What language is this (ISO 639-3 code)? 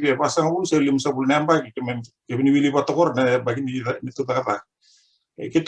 fij